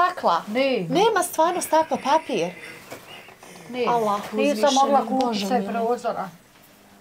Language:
Bosnian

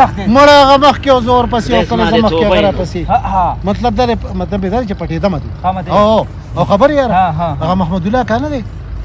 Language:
Pashto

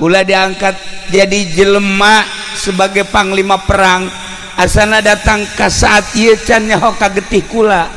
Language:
Sundanese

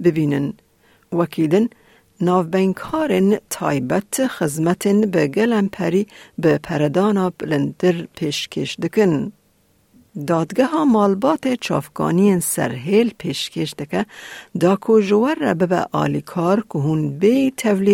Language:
Kurdish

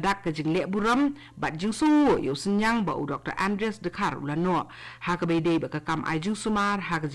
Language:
Khasi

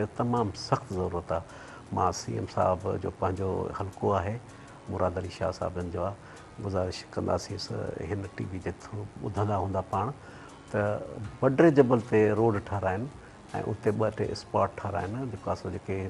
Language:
Sindhi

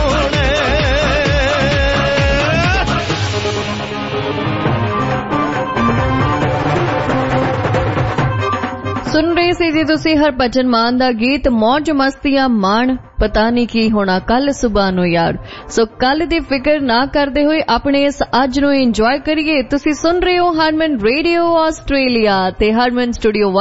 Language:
Punjabi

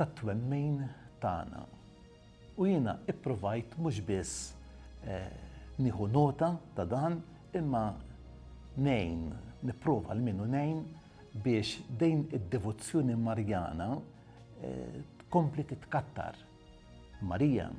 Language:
Maltese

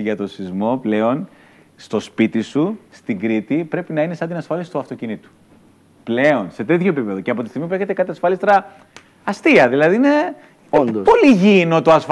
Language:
Greek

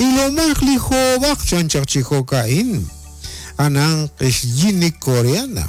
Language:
Kekchí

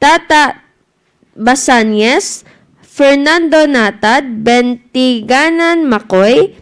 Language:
Hiligaynon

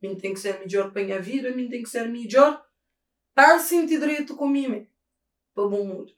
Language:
Kabuverdianu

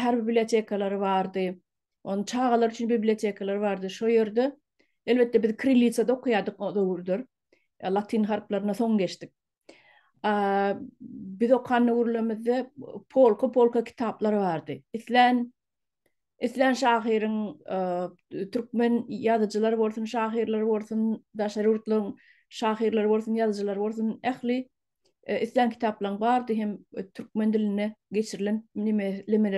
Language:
Turkmen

